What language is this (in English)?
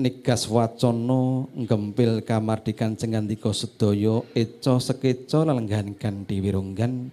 Javanese